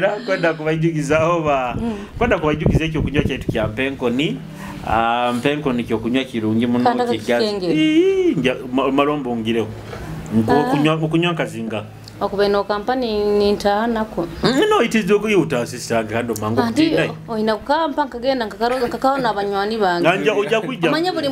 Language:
Nyoro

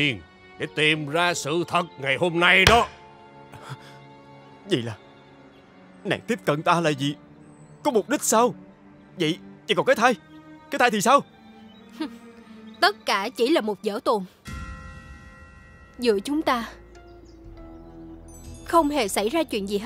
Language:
Vietnamese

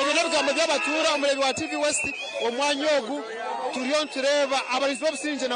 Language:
Nyankole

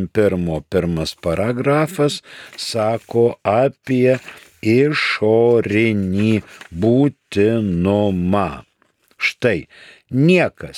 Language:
Lithuanian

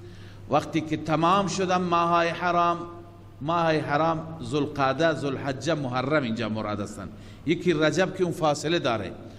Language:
Persian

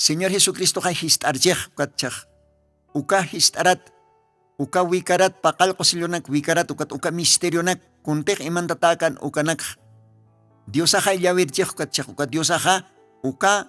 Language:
Aymara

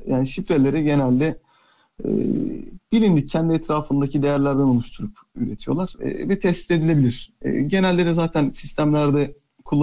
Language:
Turkish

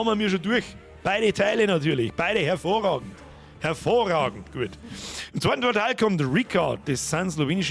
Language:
Bavarian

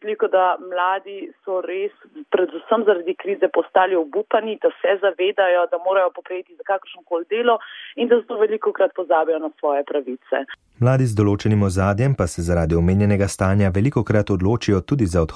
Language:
Slovenian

